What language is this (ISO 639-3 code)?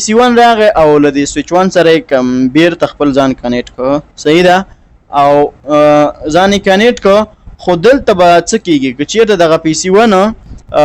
pus